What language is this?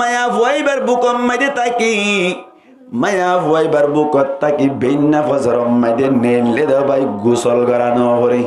Rohingya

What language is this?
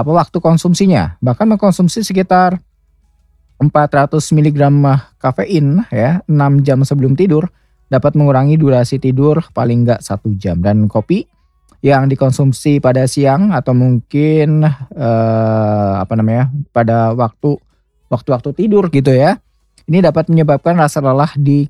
Indonesian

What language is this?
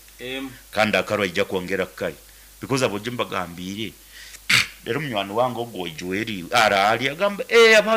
Nyankole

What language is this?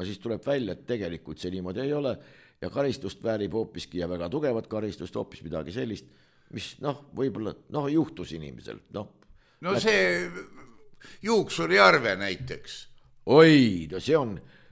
Estonian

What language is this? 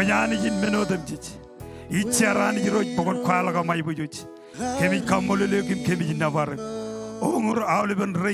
Marshallese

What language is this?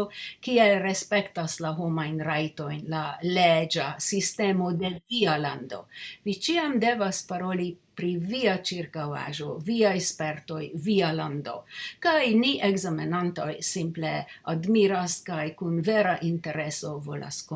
Esperanto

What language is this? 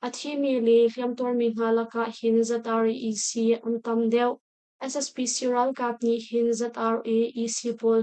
Hakha Chin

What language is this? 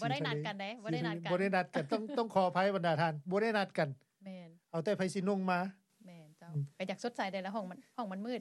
Lao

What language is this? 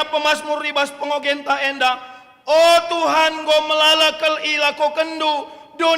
Batak Karo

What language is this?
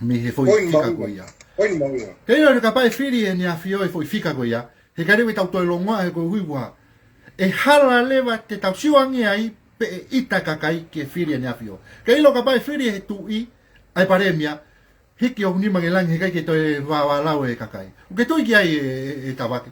Tongan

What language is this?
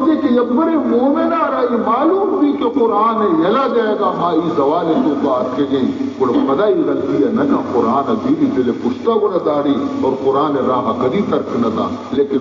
Baluchi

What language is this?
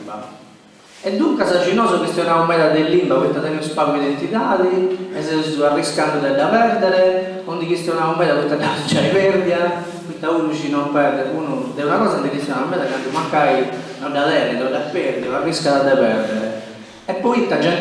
Sardinian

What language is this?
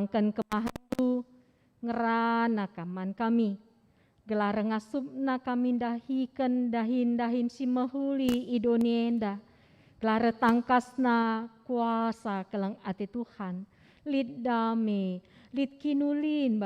Batak Karo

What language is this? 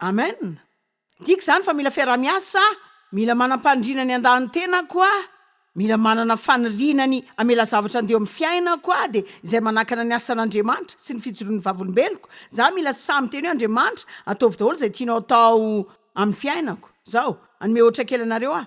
Malagasy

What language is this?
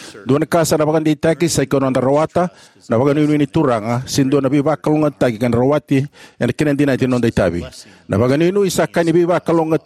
Fijian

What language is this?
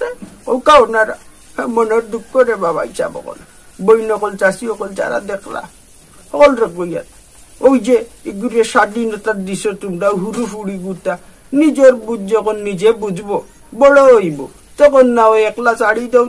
Sylheti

